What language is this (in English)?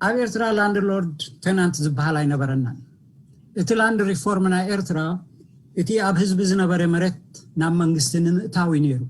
Tigrinya